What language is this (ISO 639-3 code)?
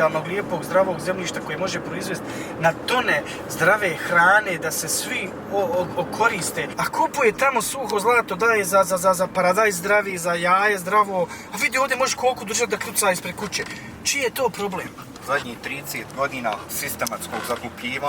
bos